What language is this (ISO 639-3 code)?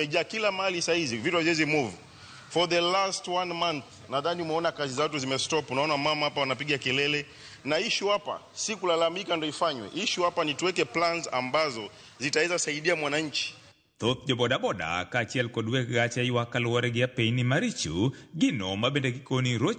luo